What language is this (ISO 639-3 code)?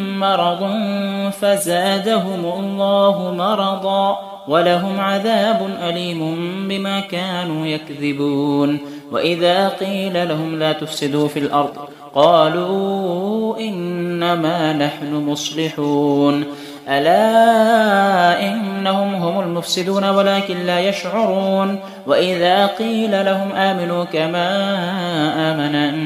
ara